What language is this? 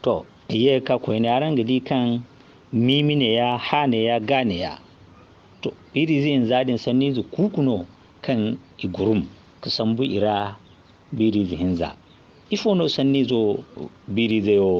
Zarma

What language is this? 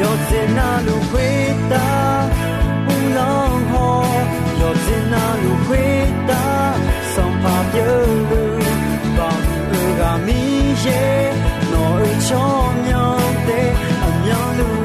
Akha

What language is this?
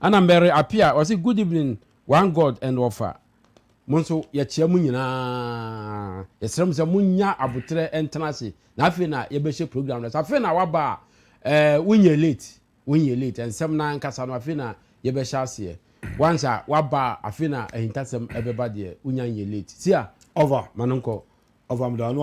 Akan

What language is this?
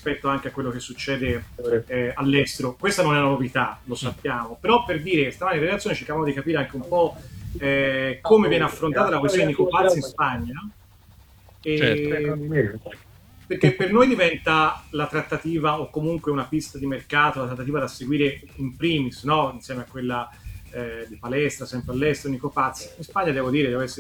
Italian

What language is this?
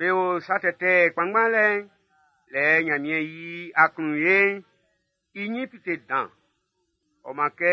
Baoulé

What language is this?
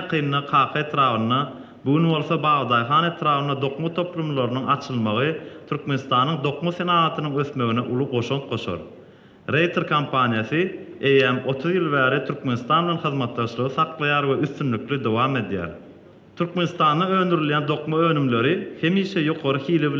Turkmen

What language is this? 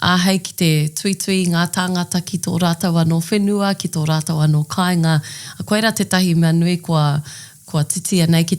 Māori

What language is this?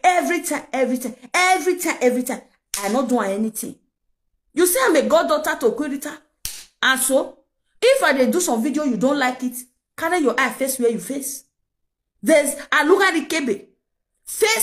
Nigerian Pidgin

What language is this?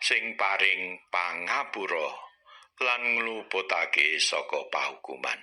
Javanese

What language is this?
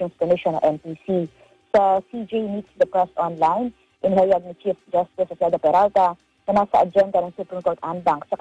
Filipino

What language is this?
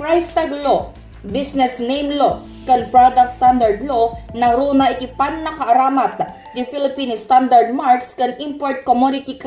Iloko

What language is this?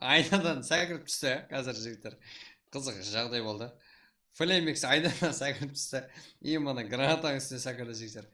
Kara-Kalpak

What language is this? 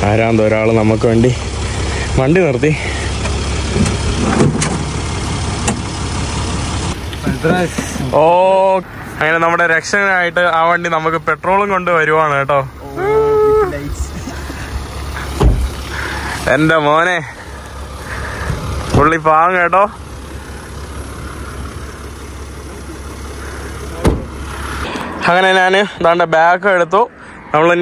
Malayalam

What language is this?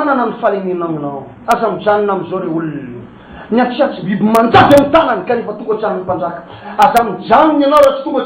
Malagasy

